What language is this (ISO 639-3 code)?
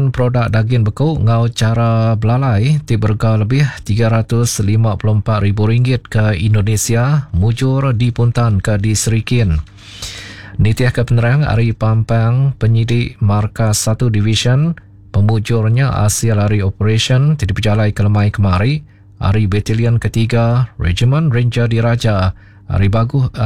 iba